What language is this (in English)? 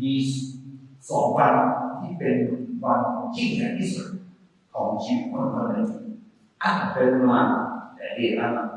Akha